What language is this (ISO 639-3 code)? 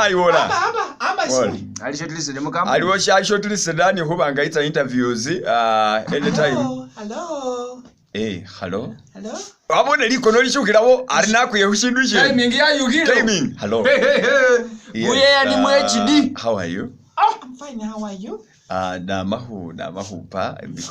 myx